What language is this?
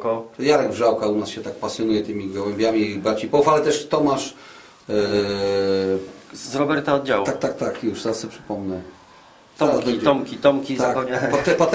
Polish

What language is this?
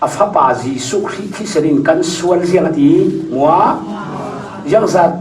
Falam Chin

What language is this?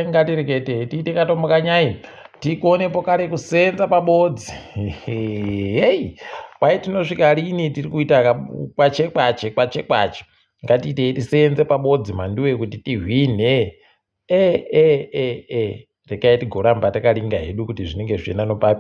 Ndau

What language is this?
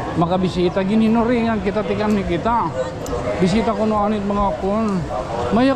Waray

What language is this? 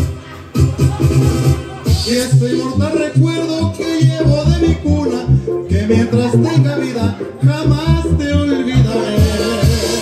Spanish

